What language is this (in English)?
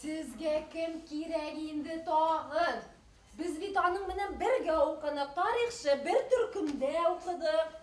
Bashkir